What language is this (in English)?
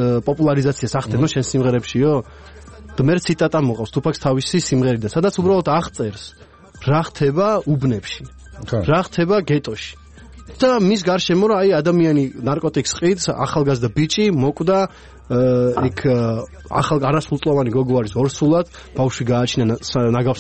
Georgian